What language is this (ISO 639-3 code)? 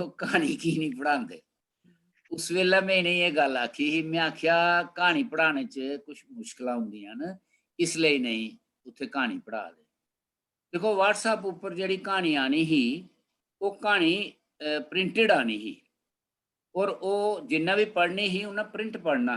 doi